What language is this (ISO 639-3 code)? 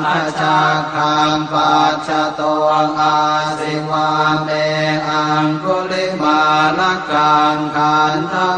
pli